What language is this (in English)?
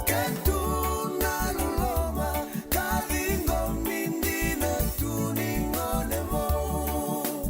Fijian